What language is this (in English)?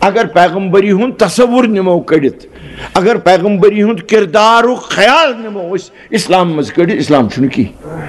Kashmiri